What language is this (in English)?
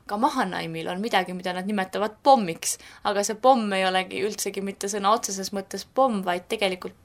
Estonian